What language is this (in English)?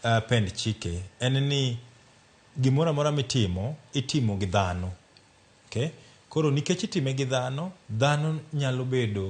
Luo (Kenya and Tanzania)